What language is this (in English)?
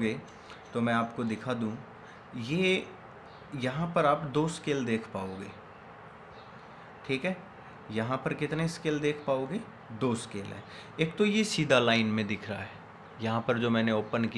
Hindi